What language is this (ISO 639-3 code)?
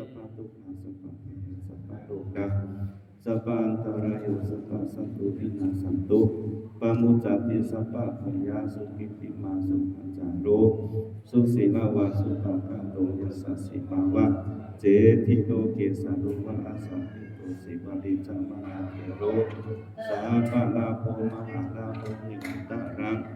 pli